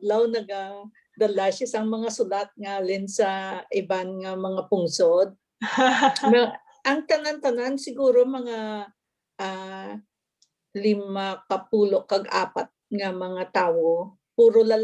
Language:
Hiligaynon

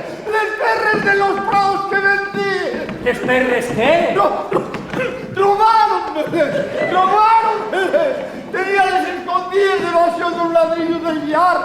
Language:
Asturian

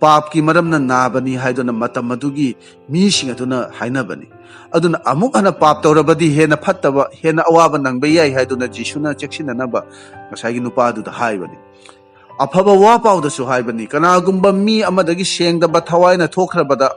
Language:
Manipuri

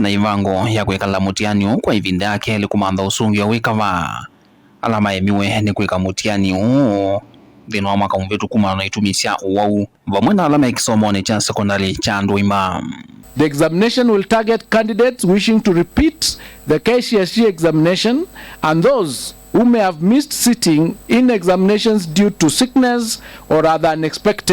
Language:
Kamba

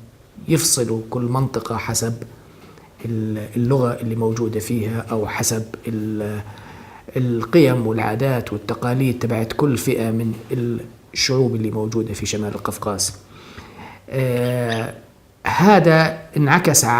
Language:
North Levantine Arabic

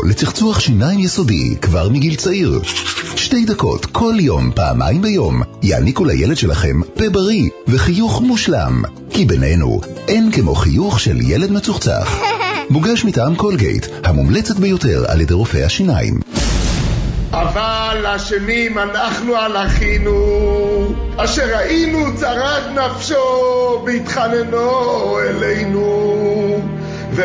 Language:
Hebrew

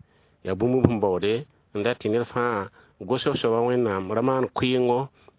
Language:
Mossi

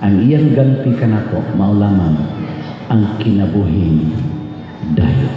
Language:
Cebuano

